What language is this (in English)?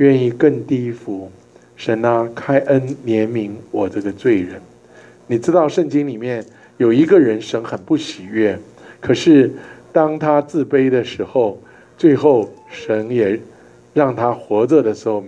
Chinese